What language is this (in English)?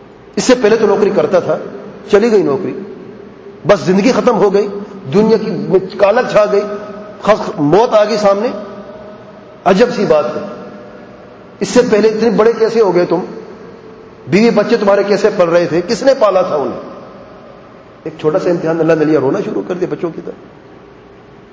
Urdu